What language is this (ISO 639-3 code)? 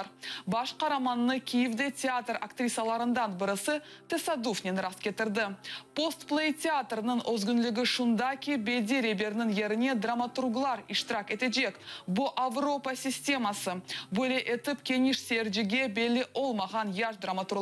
crh